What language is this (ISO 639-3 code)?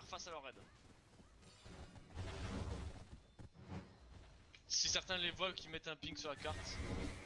fra